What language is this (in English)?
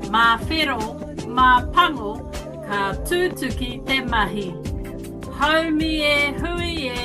Māori